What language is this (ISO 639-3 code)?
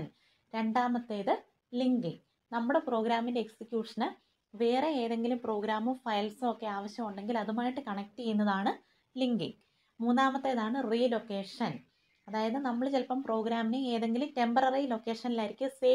mal